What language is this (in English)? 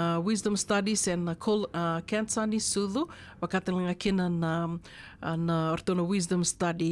Fijian